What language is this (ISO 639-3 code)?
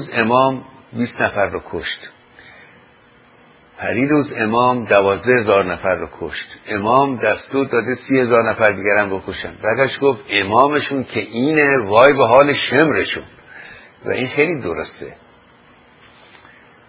fas